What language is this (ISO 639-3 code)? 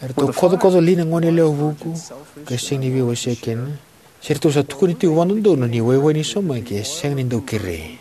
fij